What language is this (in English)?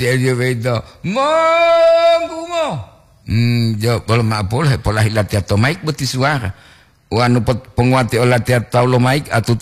Gorontalo